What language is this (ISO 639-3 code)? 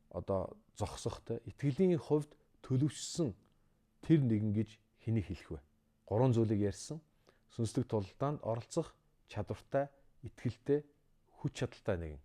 mon